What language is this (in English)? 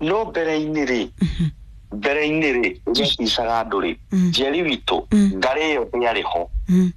Kikuyu